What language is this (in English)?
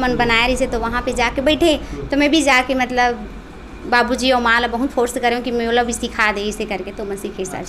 Chhattisgarhi